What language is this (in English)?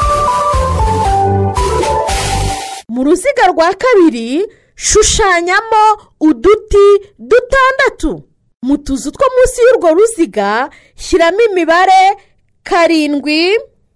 Kinyarwanda